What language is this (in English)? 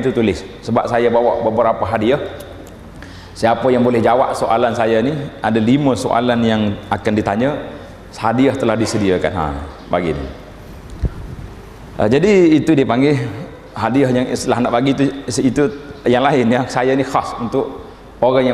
Malay